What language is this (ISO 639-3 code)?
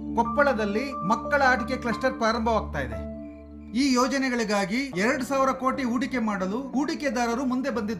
kan